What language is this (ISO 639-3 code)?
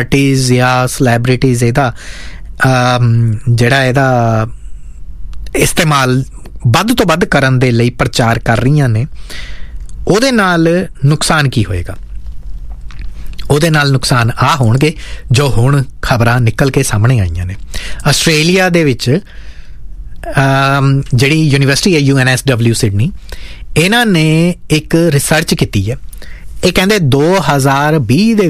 pan